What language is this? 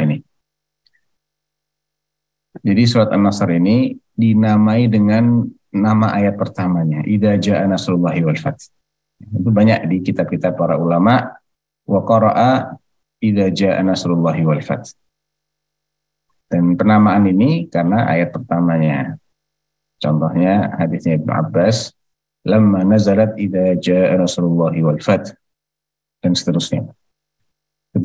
Indonesian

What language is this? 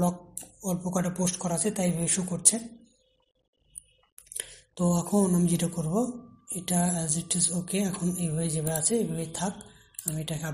Bangla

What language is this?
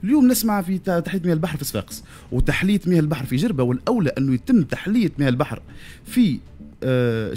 Tunisian Arabic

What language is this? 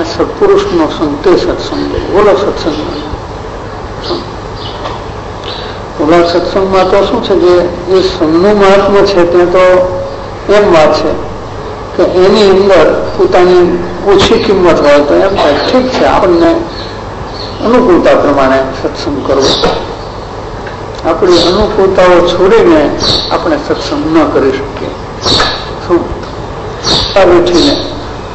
Gujarati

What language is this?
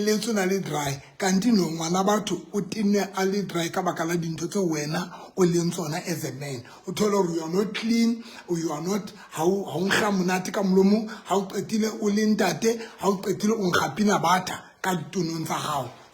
Southern Sotho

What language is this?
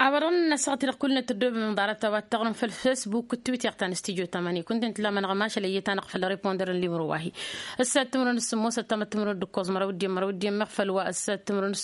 Tamasheq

